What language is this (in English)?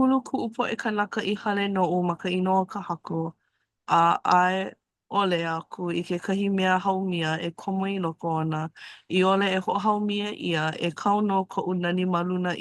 Hawaiian